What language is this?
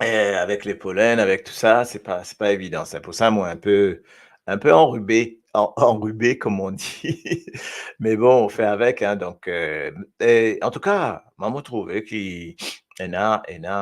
Morisyen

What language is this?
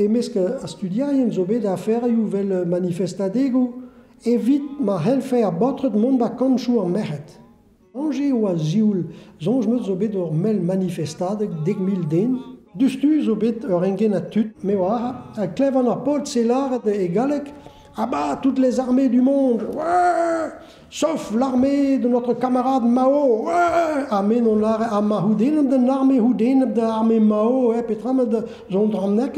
Breton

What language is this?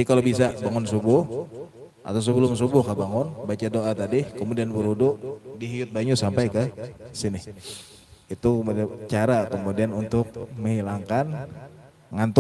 Banjar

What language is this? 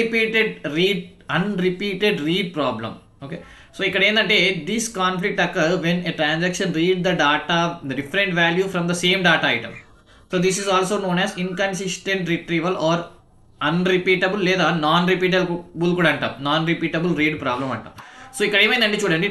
Telugu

